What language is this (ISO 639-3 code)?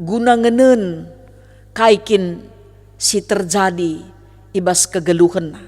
btx